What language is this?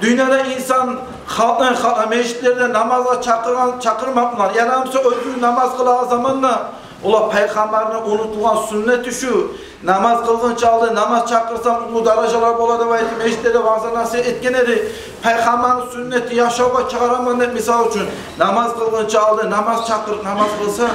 Kumyk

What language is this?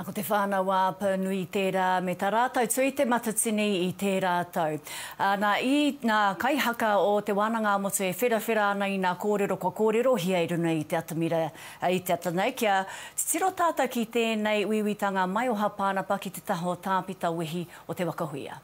Māori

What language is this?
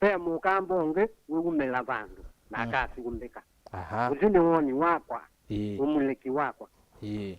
Kamba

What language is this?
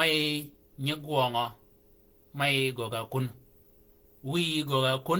Shilluk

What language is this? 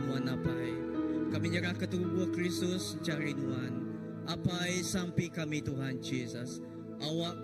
Iban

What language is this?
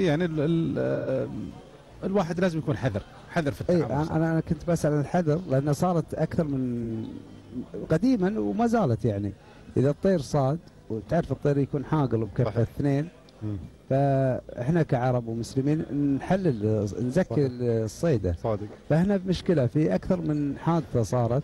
Gulf Arabic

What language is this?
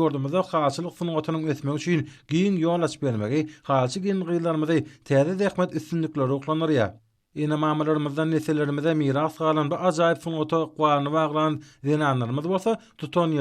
Turkmen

